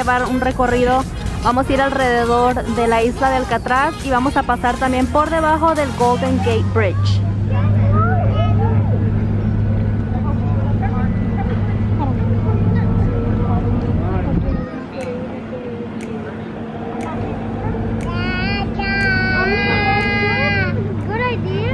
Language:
Spanish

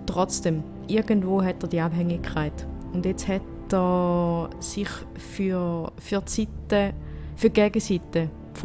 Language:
Swiss German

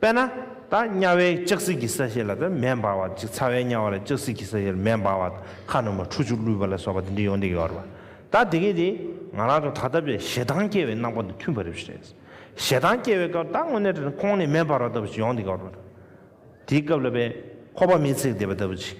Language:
Tibetan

